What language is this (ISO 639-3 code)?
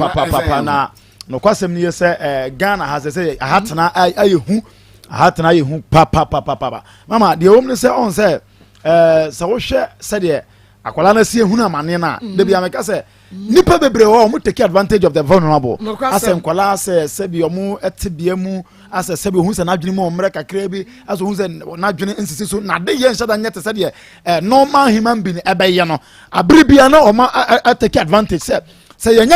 aka